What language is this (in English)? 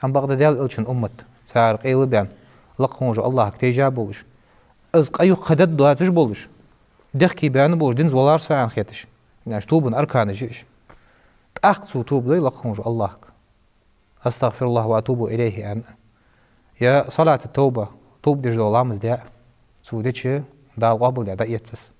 Ingush